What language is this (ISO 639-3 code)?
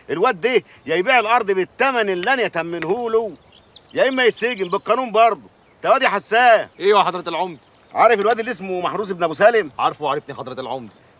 arz